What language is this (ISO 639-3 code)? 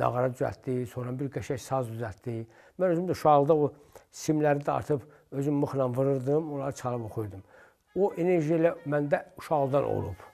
aze